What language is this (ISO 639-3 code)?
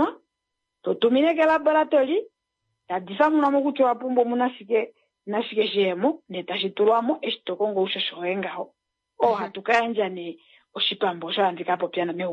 kua